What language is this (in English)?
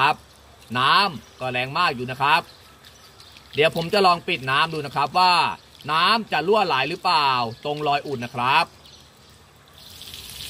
Thai